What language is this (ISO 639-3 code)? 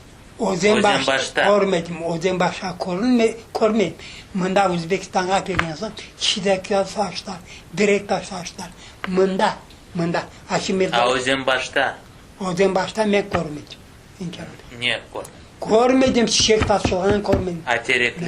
crh